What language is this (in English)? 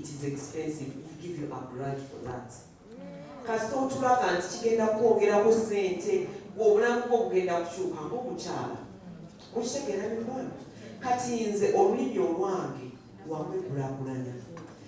Ganda